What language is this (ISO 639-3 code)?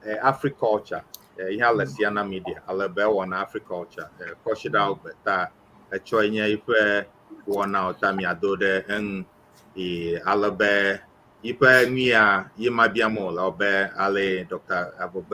ewe